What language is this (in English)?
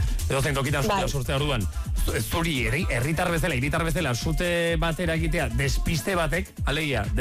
Basque